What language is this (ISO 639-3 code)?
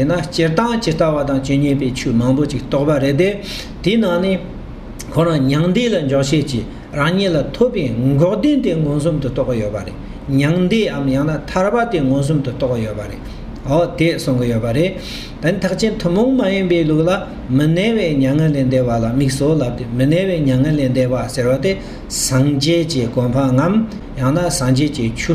bod